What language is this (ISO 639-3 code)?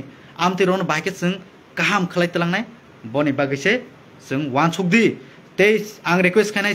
trp